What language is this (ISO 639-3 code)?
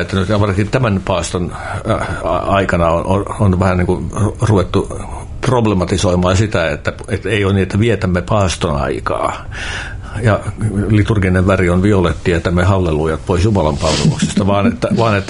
fin